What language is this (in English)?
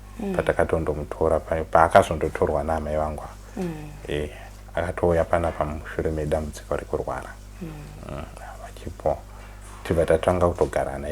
Shona